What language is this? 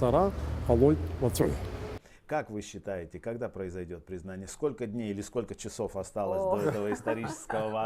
Abkhazian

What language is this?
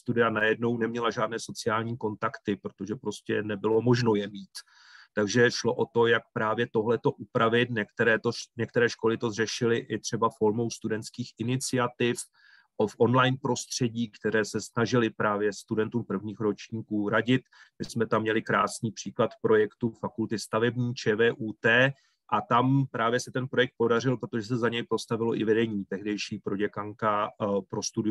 Czech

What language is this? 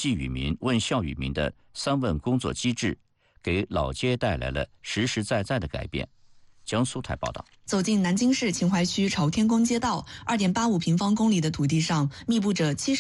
Chinese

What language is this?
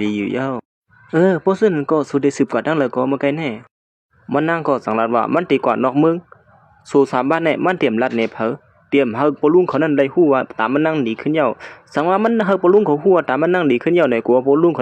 Shan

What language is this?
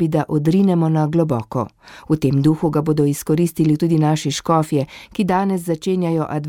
Slovenian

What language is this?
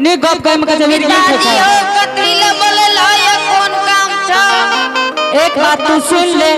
Angika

